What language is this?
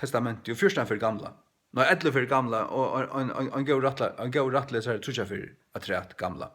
Faroese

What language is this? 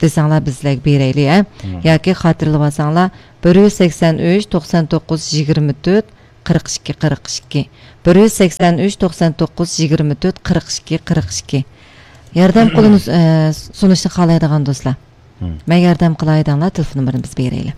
Uyghur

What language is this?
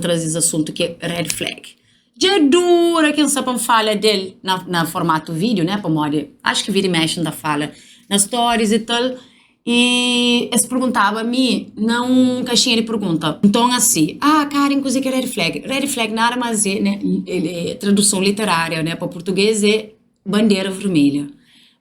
Kabuverdianu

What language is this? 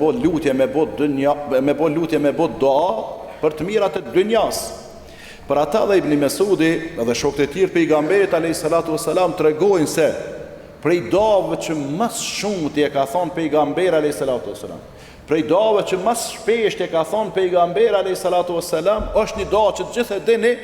Albanian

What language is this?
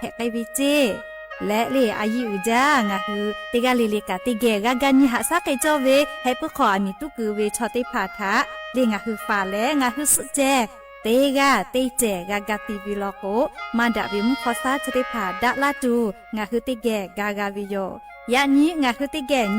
Lahu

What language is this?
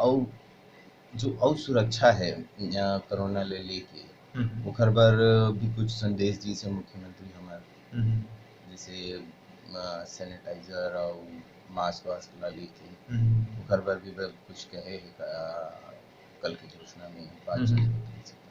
Chhattisgarhi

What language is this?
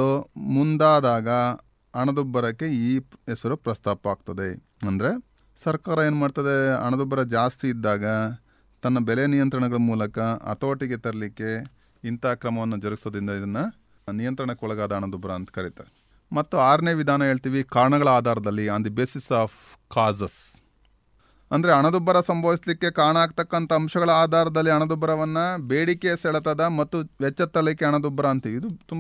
Kannada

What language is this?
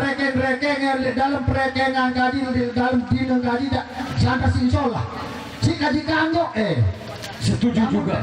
Sasak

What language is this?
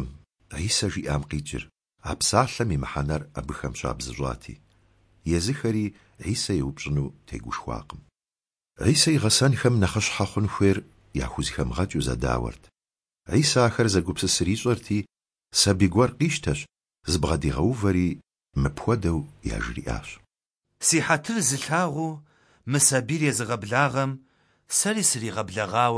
Kabardian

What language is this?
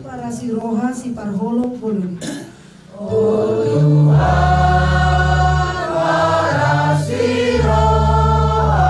Batak Toba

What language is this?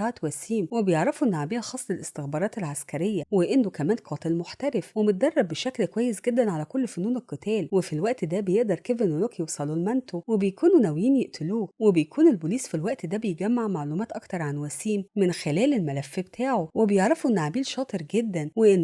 Egyptian Arabic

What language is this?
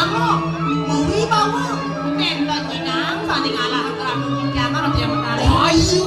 Balinese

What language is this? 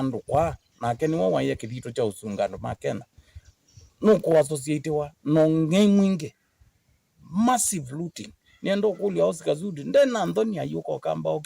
Kamba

